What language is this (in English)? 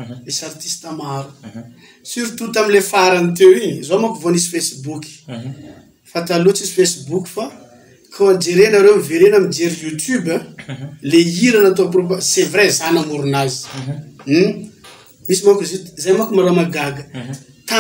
Malagasy